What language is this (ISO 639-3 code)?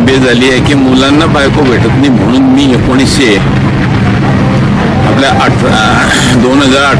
mar